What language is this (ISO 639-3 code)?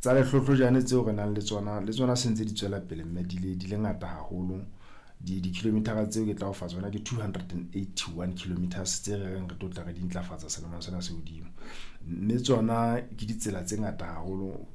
sot